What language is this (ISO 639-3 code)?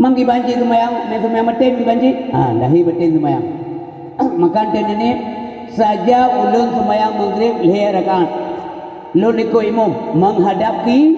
ace